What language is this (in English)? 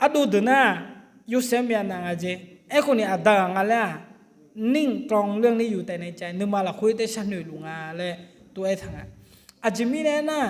Akha